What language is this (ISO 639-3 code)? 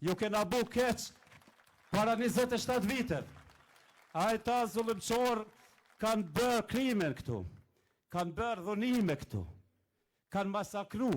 sqi